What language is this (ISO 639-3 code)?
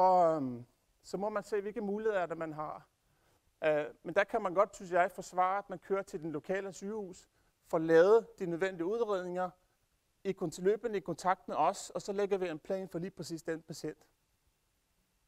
dan